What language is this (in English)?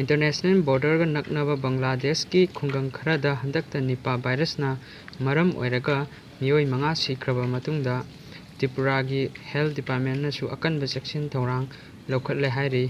Manipuri